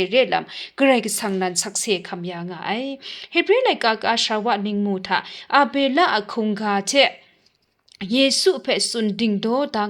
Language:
Kachin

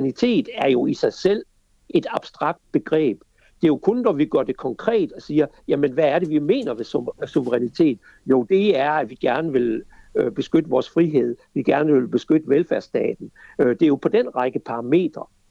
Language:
Danish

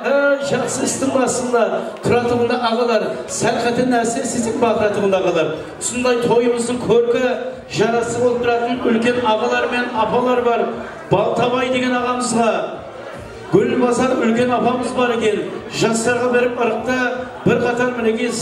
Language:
Kara-Kalpak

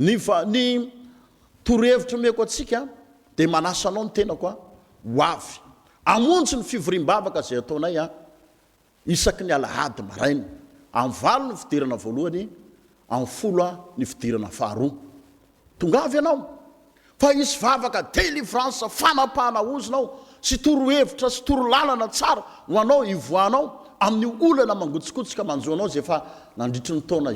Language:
Malagasy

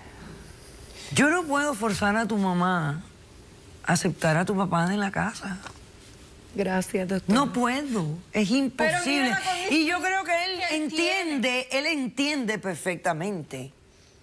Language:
Spanish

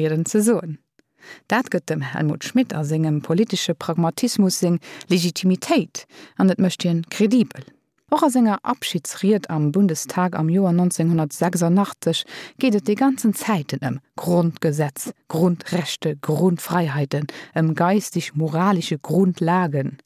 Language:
Luxembourgish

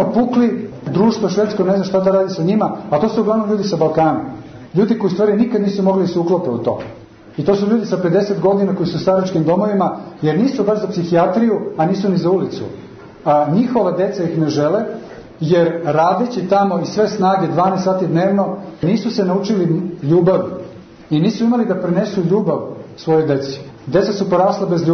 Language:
Serbian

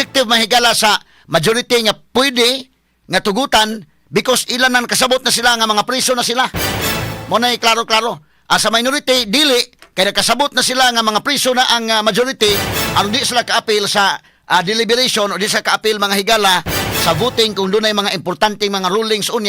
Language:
Cebuano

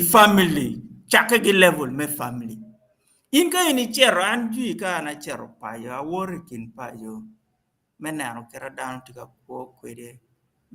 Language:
Acoli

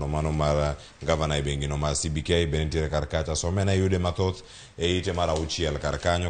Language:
Luo (Kenya and Tanzania)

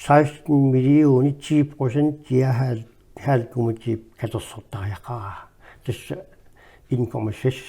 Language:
Kalaallisut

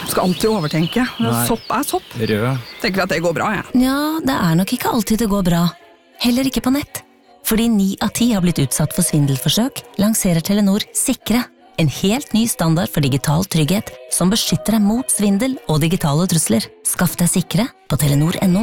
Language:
Norwegian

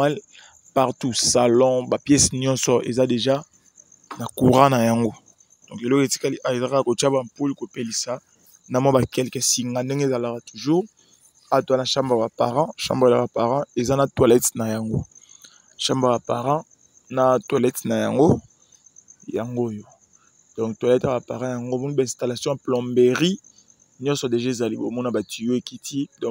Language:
Lingala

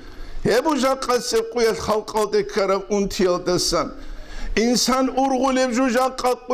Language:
Avaric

